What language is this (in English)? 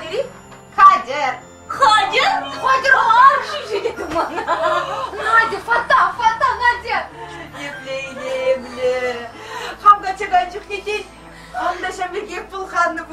Chuvash